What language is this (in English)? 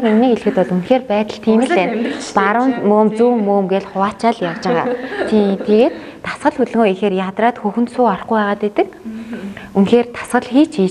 Mongolian